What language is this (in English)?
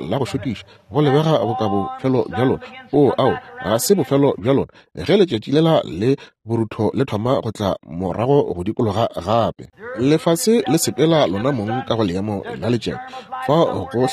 Northern Sotho